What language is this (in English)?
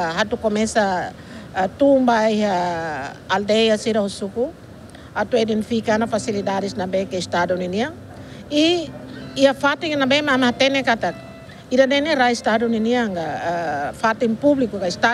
Tetum